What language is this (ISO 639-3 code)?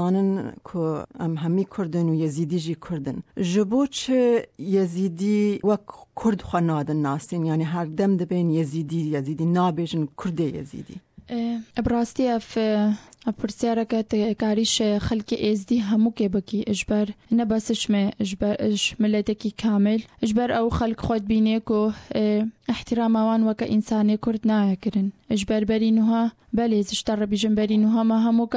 kur